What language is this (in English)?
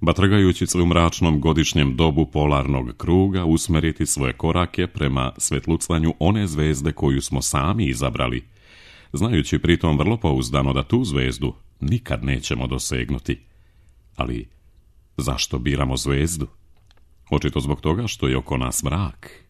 Serbian